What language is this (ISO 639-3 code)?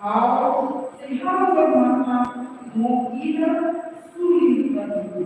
tet